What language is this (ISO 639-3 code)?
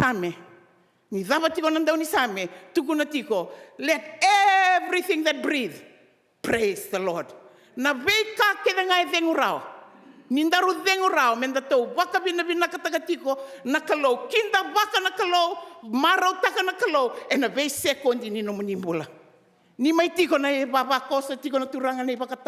fij